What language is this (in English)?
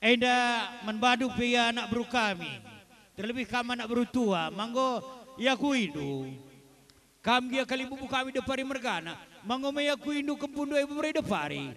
Batak Karo